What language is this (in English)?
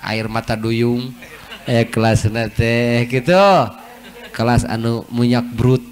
Sundanese